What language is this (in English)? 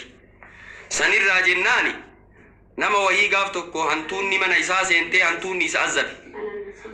Oromo